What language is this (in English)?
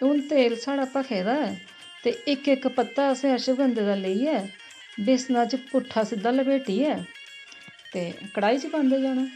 Dogri